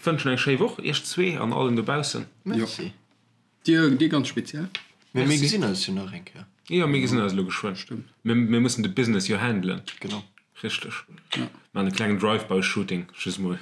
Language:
Luxembourgish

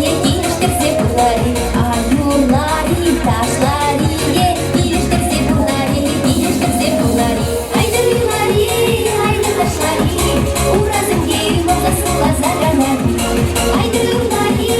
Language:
Chuvash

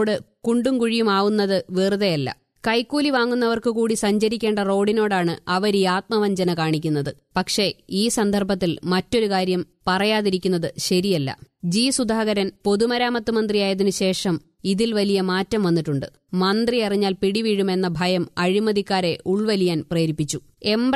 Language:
Malayalam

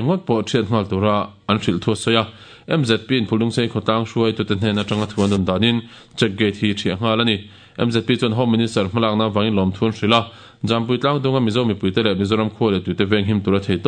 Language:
Mizo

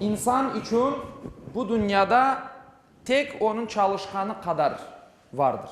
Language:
Crimean Tatar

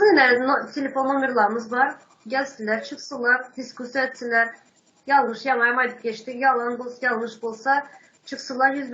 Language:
Turkmen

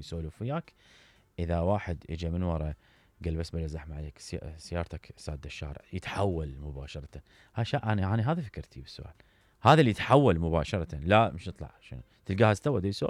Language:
Mesopotamian Arabic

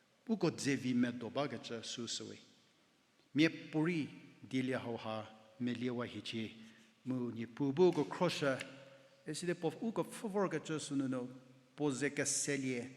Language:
Angami Naga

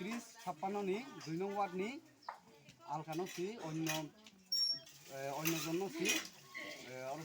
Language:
Kok Borok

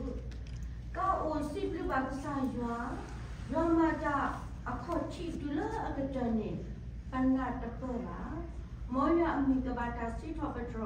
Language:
S'gaw Karen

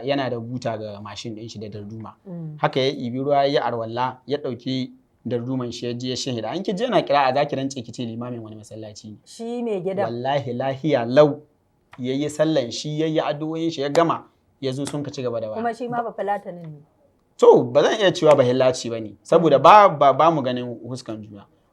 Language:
Hausa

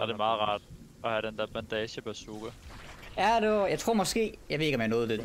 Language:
Danish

